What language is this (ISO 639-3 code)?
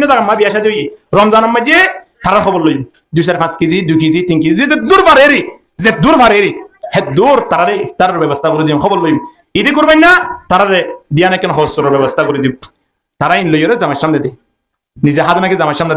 rhg